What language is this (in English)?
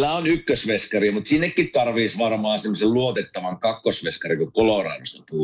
Finnish